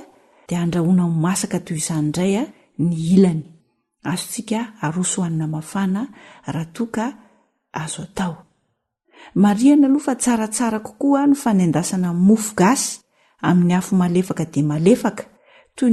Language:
Malagasy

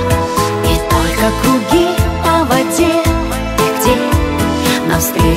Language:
Russian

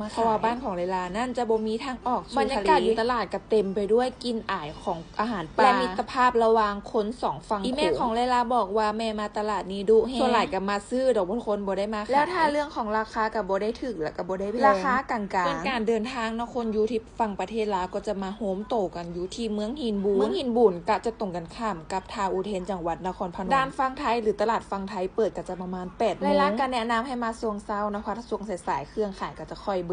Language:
Lao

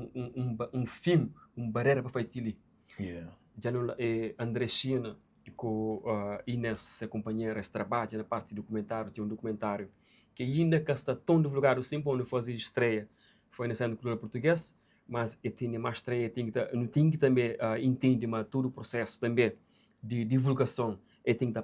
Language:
Kabuverdianu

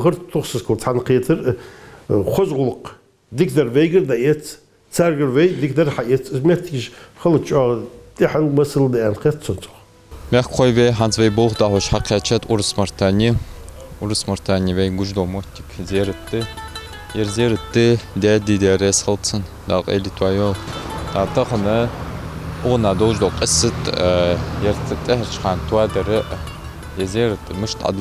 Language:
Ingush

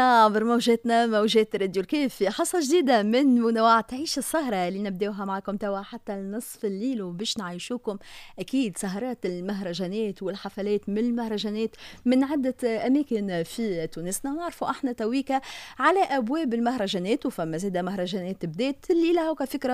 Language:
Tunisian Arabic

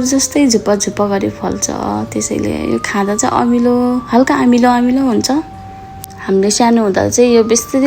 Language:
Nepali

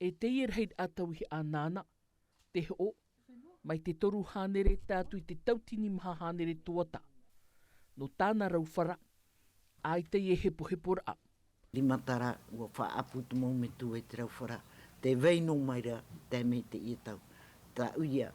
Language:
Tahitian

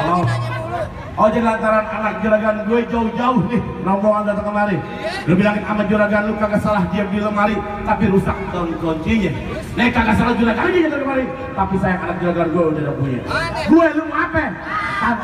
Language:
Betawi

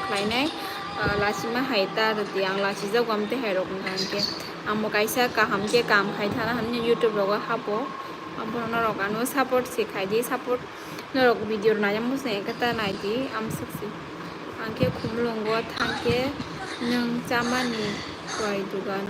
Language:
Kok Borok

